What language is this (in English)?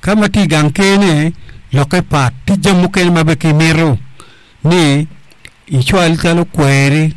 Acoli